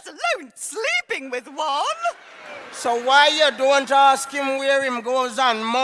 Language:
Jamaican Creole English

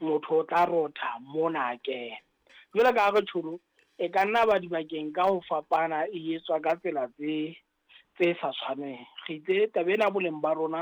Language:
Southern Sotho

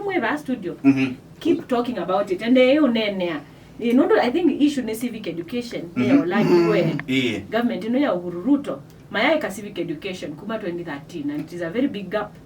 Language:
Kamba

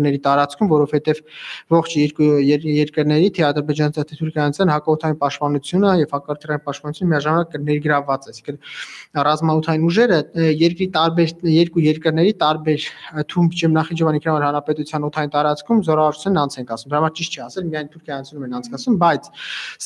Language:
Armenian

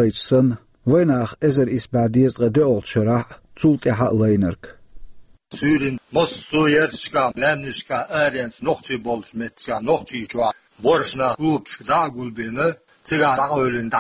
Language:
Chechen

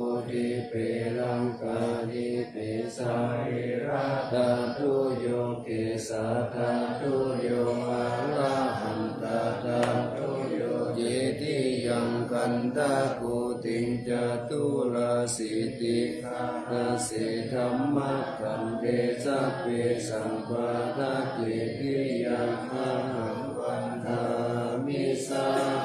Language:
Pali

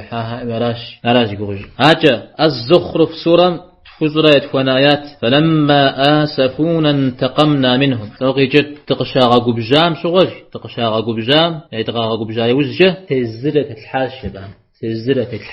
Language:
Kabardian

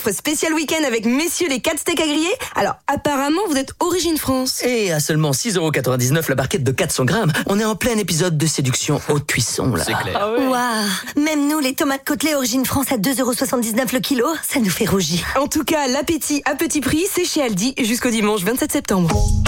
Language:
French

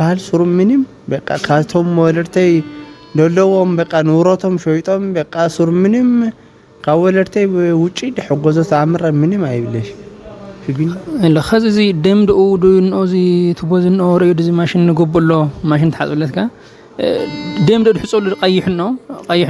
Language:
Tigrinya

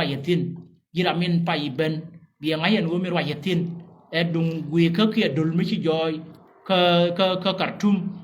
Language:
Nuer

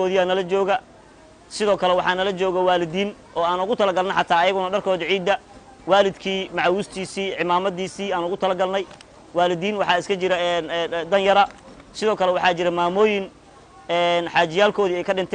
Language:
Somali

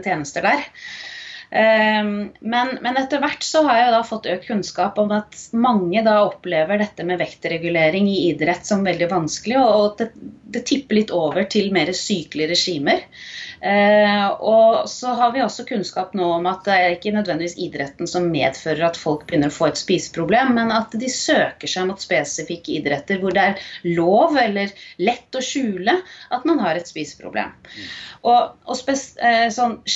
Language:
Norwegian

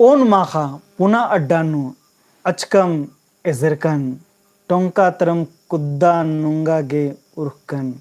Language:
Kurukh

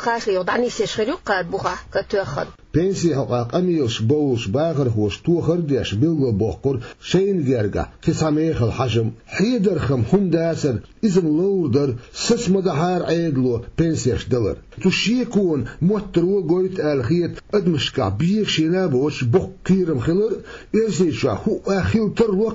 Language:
Chechen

